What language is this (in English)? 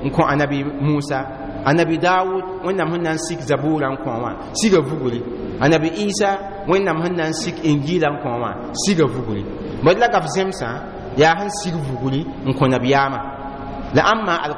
Mossi